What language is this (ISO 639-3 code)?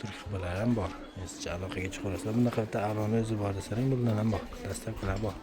uzb